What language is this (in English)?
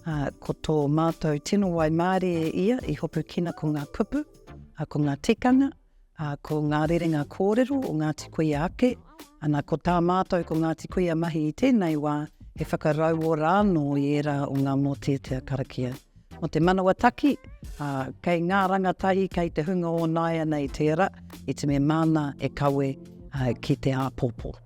Māori